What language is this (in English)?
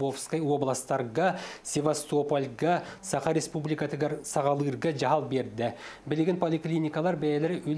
Yakut